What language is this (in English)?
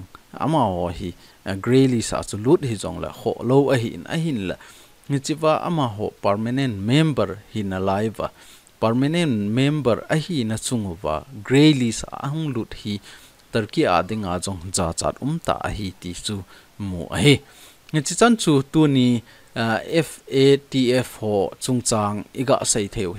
Thado Chin